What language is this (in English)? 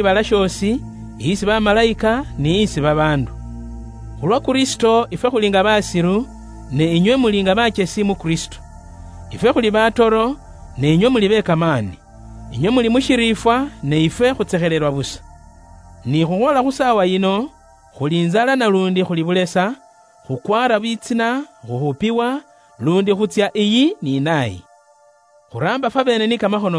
Luyia